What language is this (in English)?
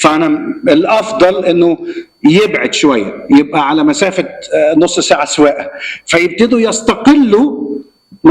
Egyptian Arabic